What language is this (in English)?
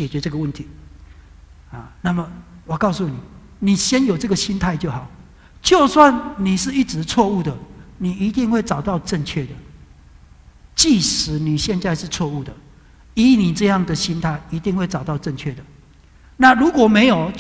Chinese